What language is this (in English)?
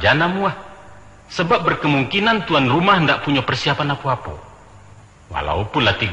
Minangkabau